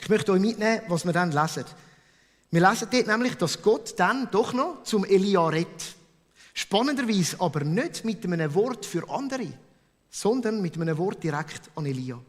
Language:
Swiss German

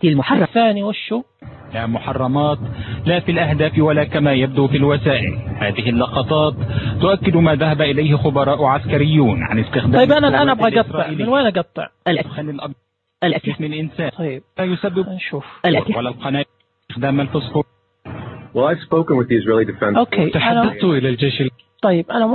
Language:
Najdi Arabic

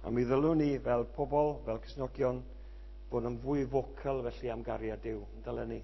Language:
Welsh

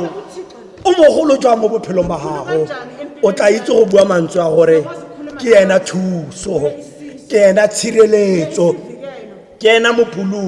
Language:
Tswana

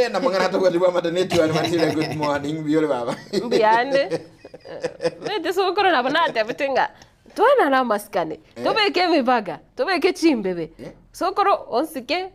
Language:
Gusii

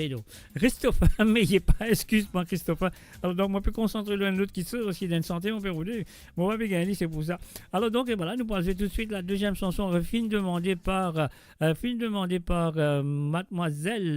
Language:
Morisyen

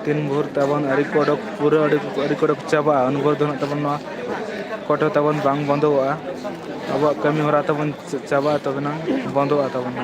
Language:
Santali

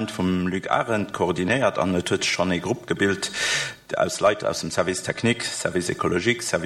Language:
Luxembourgish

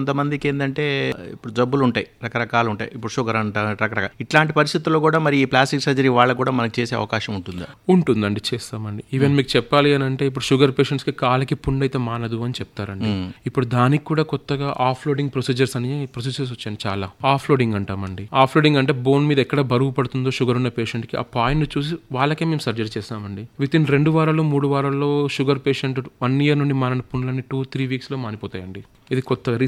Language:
Telugu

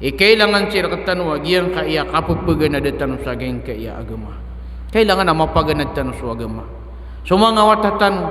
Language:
Maranao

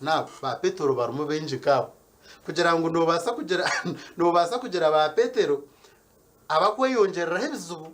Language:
Nyankole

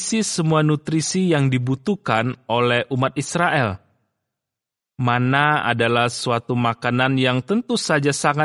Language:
Indonesian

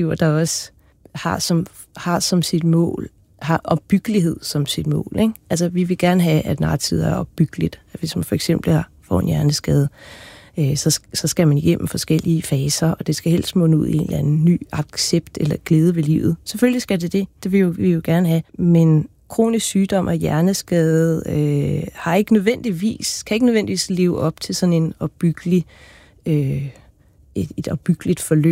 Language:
Danish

